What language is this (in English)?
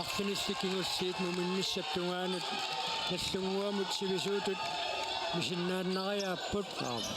Kalaallisut